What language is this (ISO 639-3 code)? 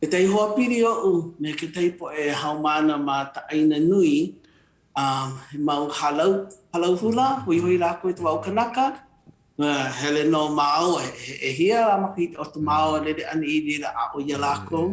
haw